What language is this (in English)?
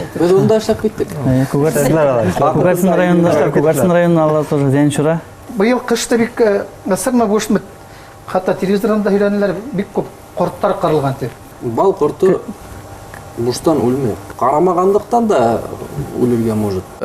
Bashkir